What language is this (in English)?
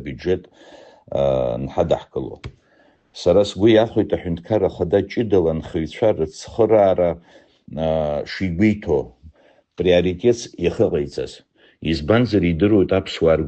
Abkhazian